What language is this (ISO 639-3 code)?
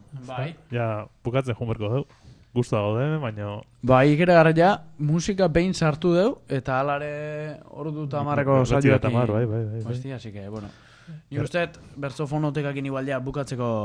eus